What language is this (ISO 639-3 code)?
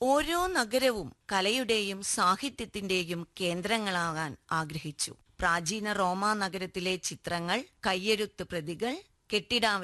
mal